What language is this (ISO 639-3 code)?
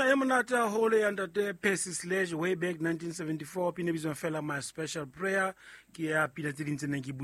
sot